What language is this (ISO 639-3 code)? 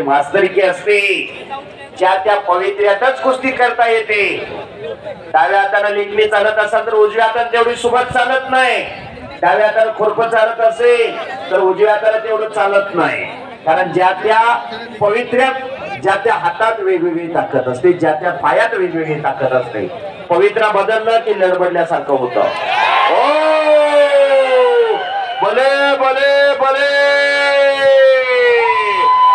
mar